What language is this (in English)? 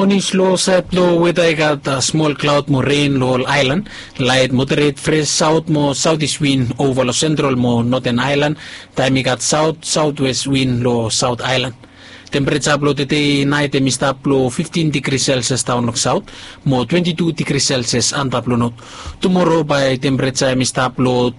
Bislama